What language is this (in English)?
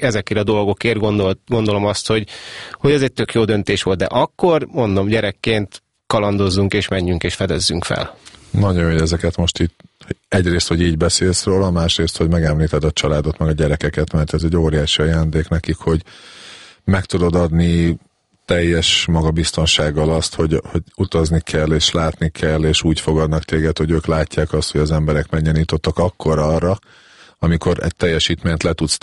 Hungarian